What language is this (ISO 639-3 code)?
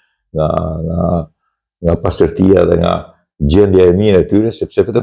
sqi